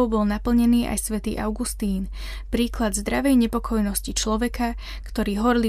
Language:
Slovak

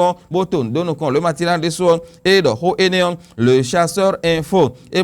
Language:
Fon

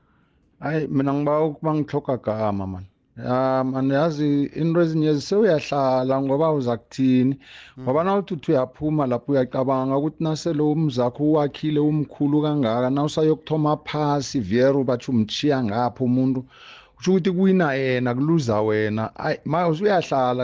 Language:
South Ndebele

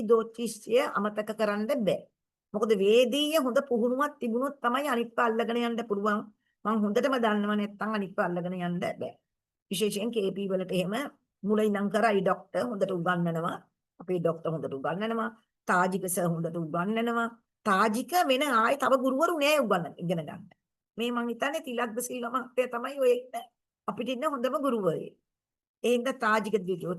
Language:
Sinhala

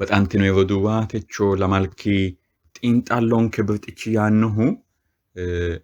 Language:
Sidamo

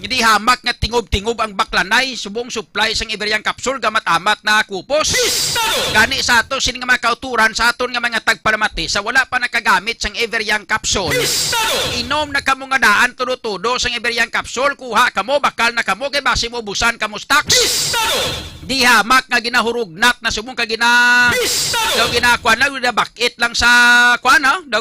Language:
Hiligaynon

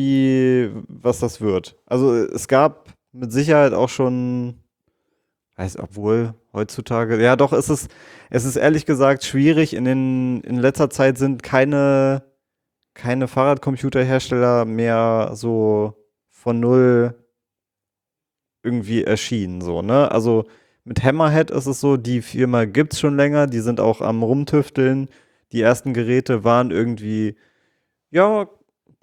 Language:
German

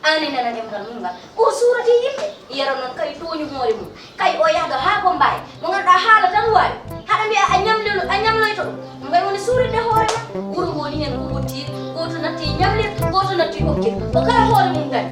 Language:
Fula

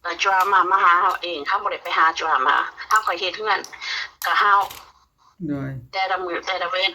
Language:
Northeastern Thai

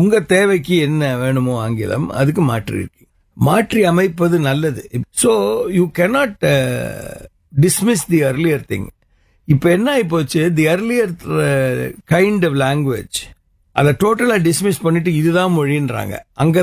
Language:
Tamil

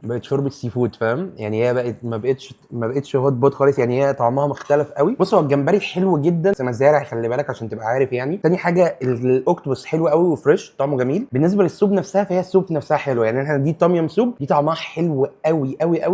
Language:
Egyptian Arabic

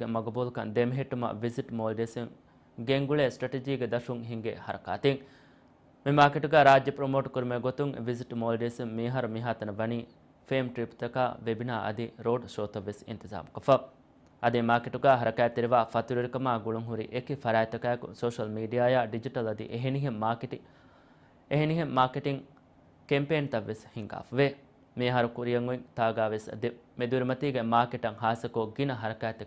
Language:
Divehi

